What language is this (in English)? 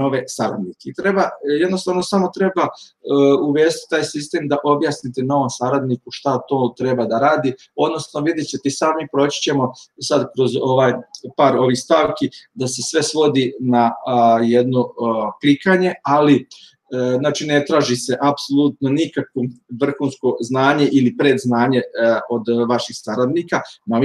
Serbian